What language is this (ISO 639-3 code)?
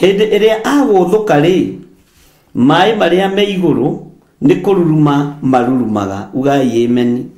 kik